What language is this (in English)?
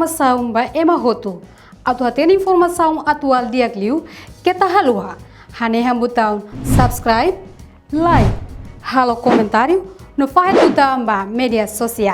Tetum